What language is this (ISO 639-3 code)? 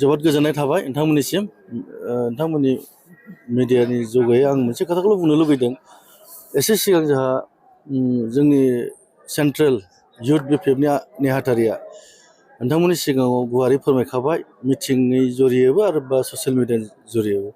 brx